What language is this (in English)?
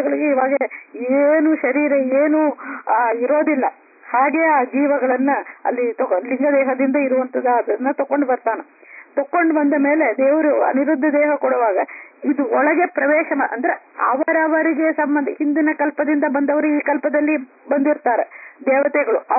Kannada